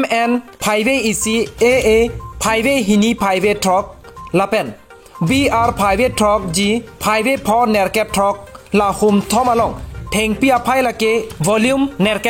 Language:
Karbi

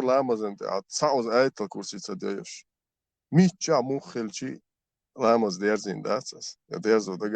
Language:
Chechen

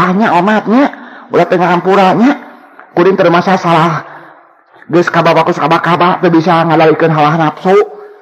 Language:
Sundanese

